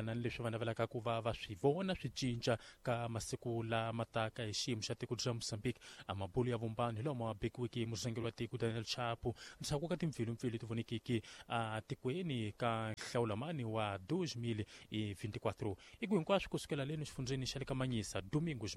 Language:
Tsonga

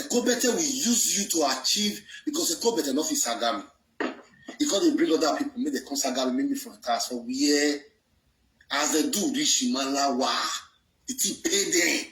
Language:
Nigerian Pidgin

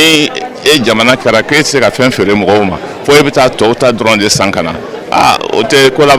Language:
Bambara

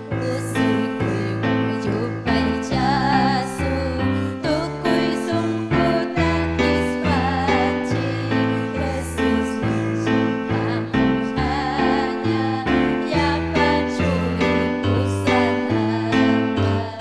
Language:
Ayacucho Quechua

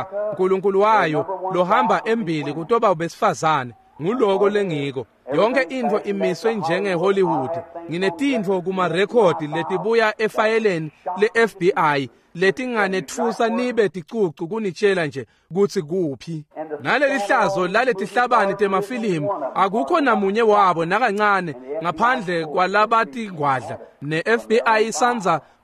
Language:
Swati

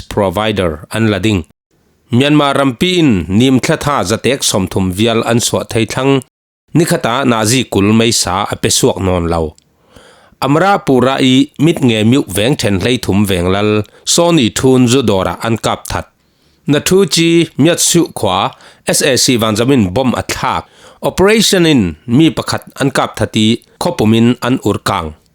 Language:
Falam Chin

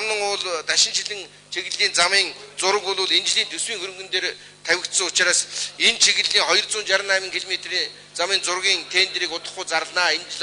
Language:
Mongolian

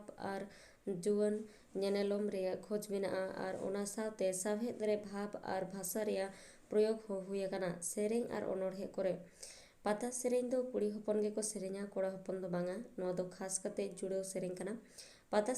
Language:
Santali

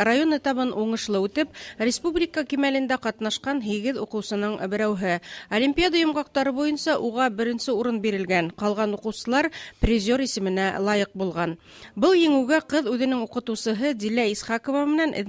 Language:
Bashkir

